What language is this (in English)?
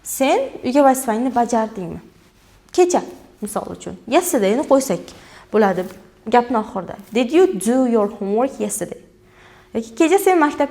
Uzbek